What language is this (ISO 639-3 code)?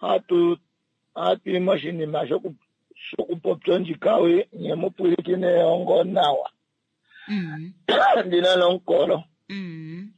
kua